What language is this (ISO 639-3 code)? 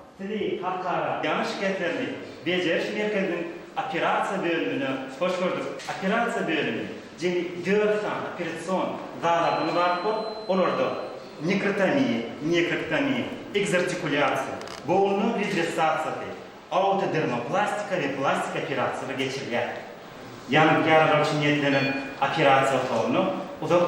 tuk